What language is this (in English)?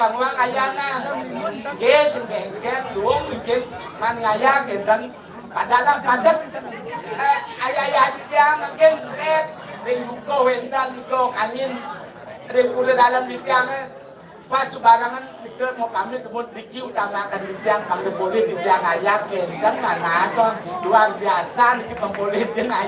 Balinese